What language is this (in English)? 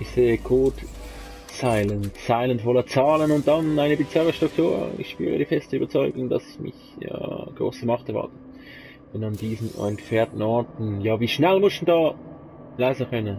Swiss German